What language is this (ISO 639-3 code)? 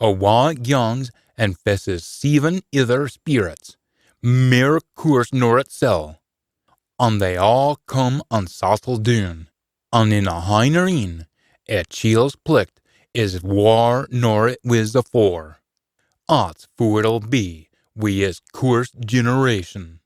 sco